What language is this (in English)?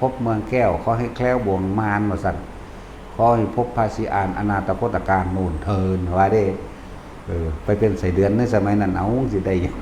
Northeastern Thai